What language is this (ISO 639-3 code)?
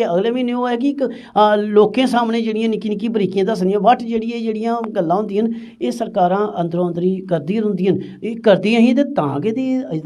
doi